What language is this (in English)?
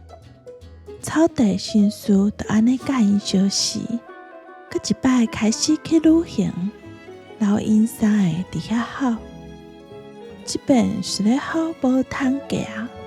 Min Nan Chinese